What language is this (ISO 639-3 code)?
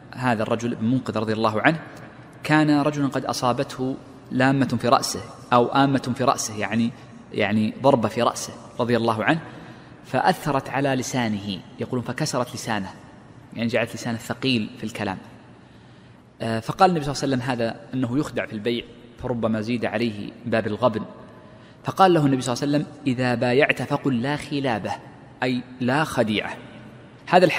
ara